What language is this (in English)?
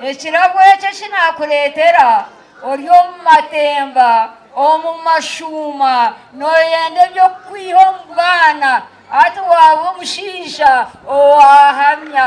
Nyankole